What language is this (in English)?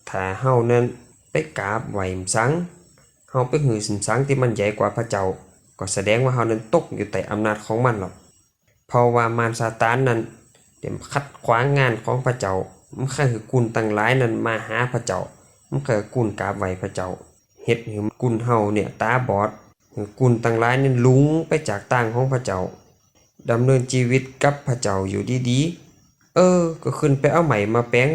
Lü